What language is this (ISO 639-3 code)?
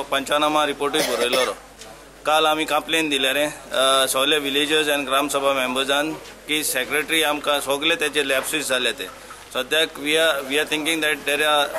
kok